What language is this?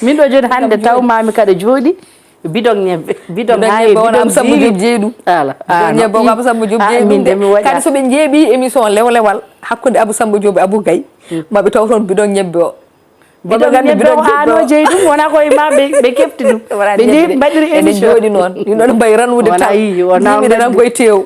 Fula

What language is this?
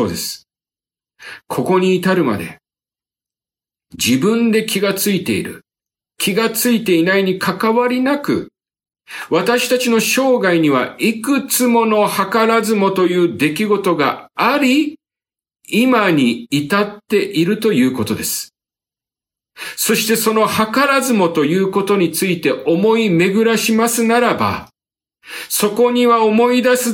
Japanese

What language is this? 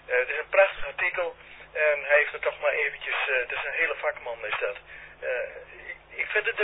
Dutch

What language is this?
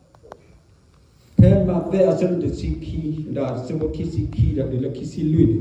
S'gaw Karen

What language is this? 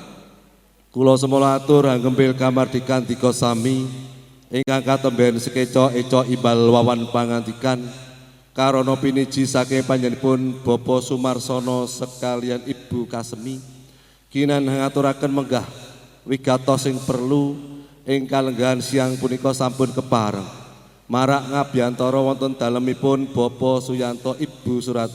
Javanese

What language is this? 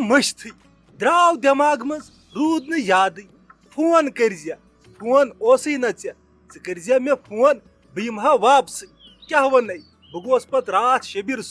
Kashmiri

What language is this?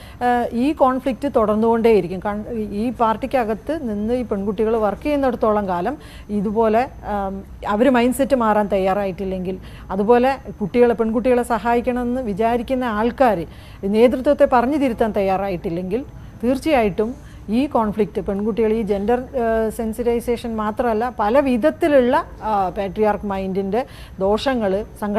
Malayalam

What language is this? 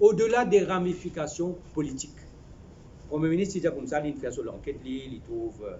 Morisyen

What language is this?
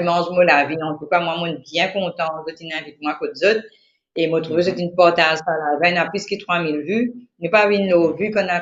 Morisyen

